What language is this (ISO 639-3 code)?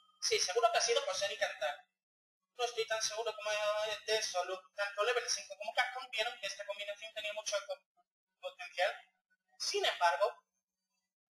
spa